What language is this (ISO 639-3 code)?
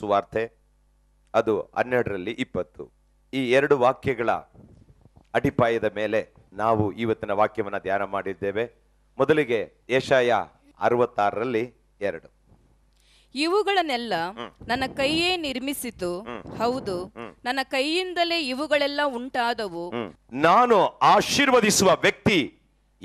kan